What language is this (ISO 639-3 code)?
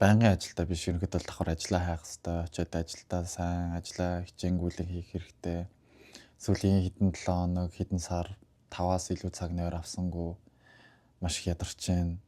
mon